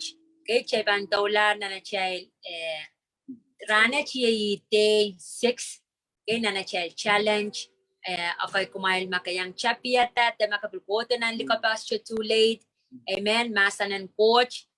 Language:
Pohnpeian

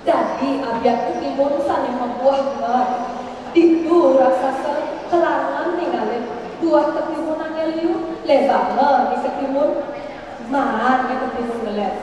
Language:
Balinese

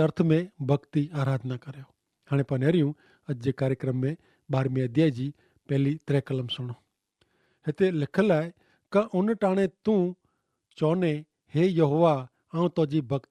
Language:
Kachhi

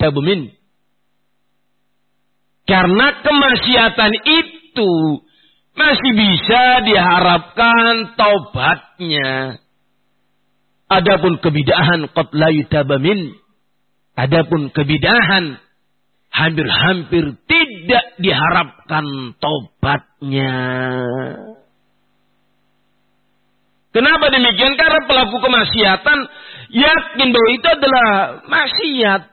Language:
Indonesian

